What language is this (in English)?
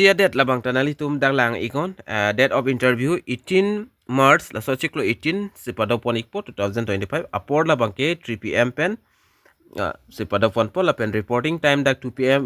Karbi